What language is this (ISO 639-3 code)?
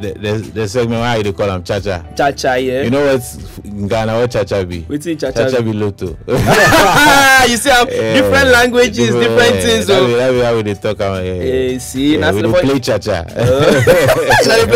pcm